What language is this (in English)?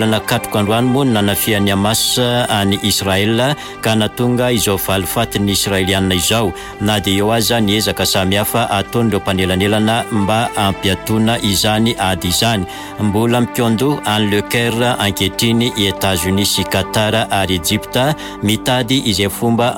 Malagasy